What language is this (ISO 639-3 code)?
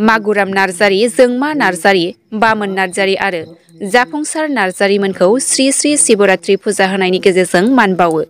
brx